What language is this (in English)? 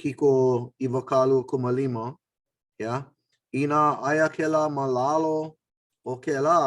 Hawaiian